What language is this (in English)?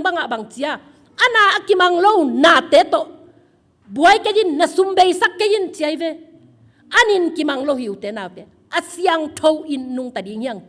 Tedim Chin